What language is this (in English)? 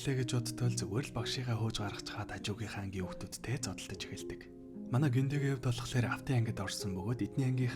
Mongolian